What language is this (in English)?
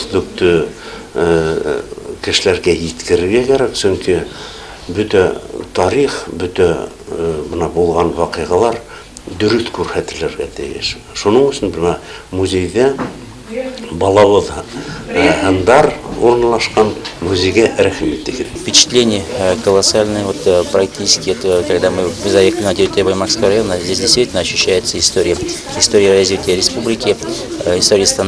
Bashkir